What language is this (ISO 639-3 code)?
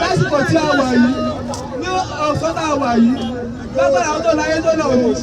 yor